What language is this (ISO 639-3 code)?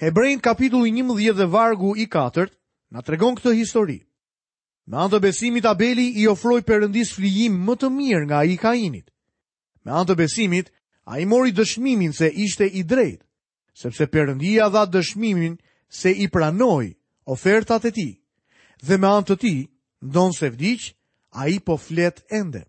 sqi